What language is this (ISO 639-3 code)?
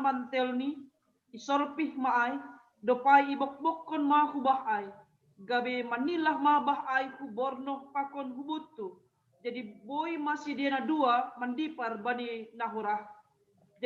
bts